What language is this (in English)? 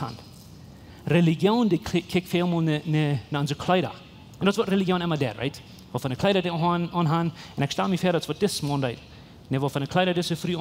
Plautdietsch